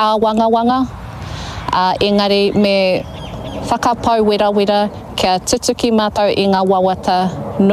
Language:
Māori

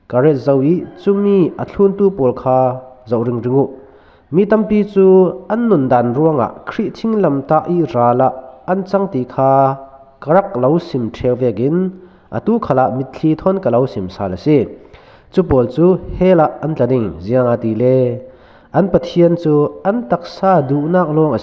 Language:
Falam Chin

